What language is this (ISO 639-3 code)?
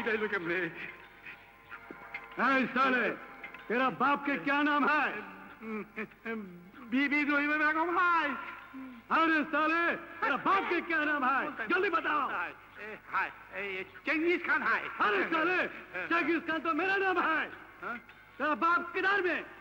ben